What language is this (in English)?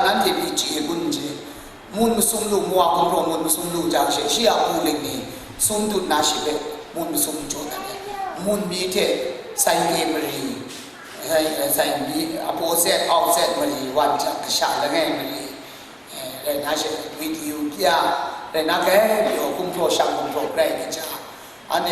Kachin